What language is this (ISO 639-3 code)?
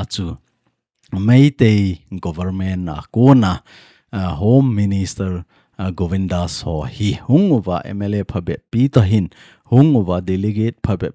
tcz